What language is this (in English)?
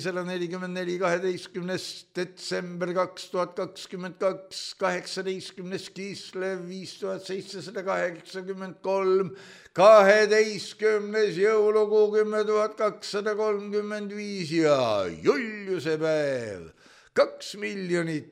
Estonian